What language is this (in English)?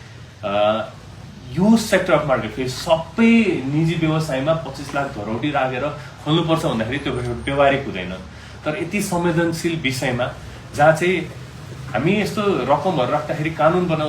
Nepali